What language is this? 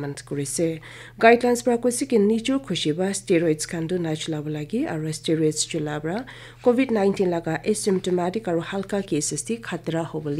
Naga Pidgin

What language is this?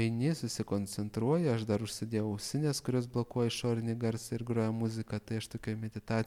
Lithuanian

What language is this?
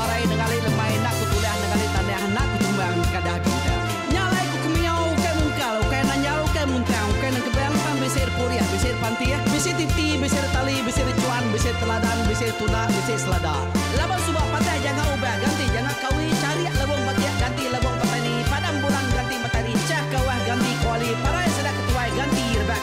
Iban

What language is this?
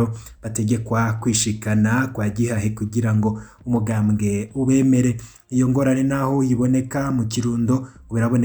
Rundi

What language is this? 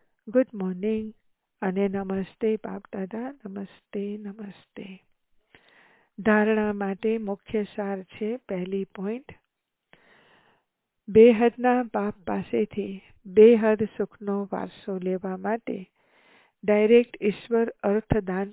Gujarati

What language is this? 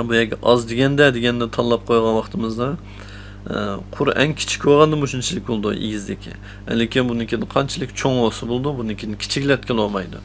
Uyghur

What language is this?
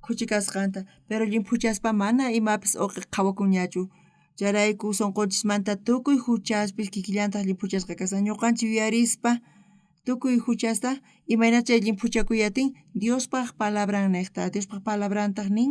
South Bolivian Quechua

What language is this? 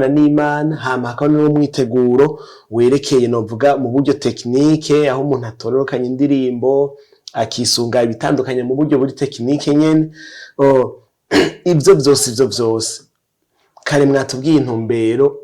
Rundi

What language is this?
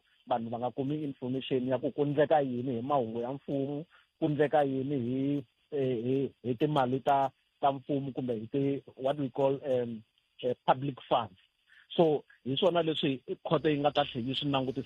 Tsonga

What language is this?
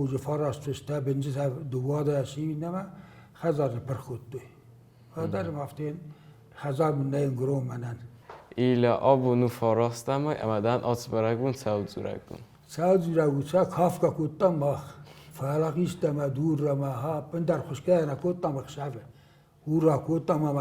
Ossetic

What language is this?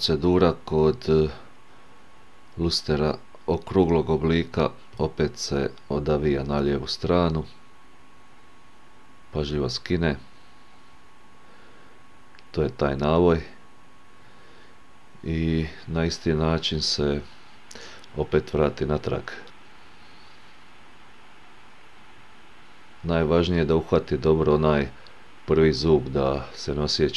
Croatian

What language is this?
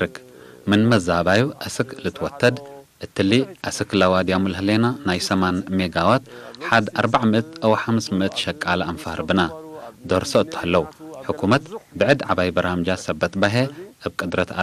Tigre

